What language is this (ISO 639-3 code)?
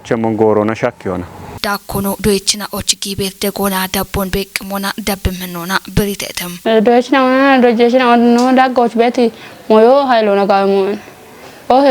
kbr